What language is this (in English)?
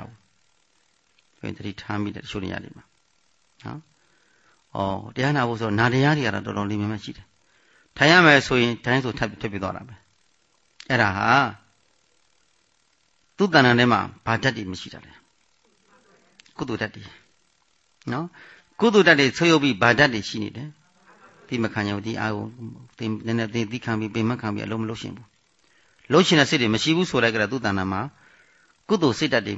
Burmese